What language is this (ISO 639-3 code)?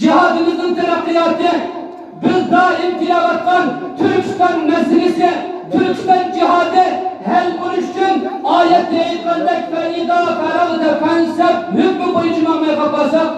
uig